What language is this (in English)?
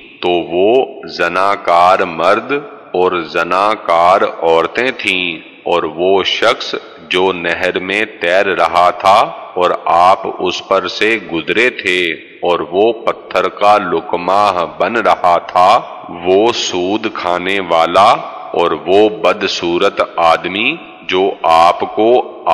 Urdu